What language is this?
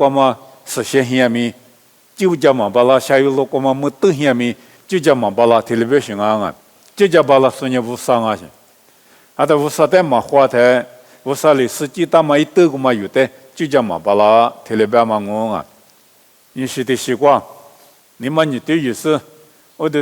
Lisu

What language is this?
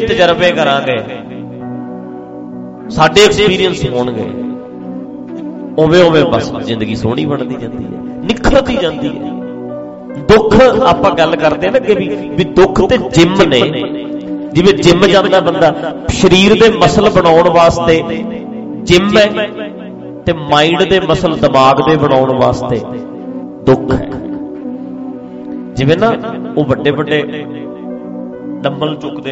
Punjabi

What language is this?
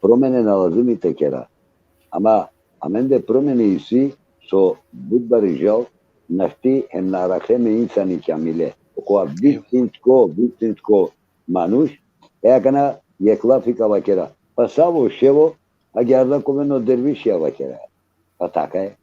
Balkan Romani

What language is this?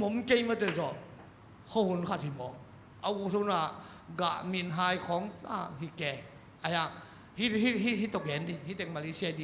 Tedim Chin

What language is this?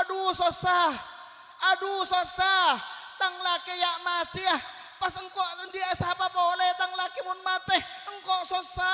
Madurese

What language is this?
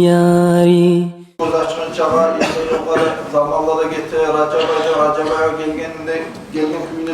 Kumyk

